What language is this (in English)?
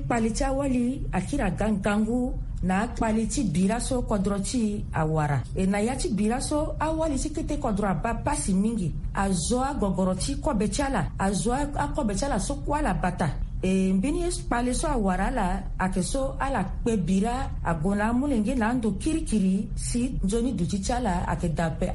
Sango